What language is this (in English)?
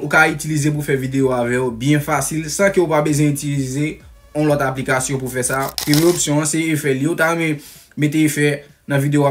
Haitian Creole